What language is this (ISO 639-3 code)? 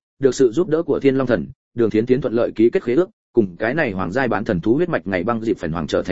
vie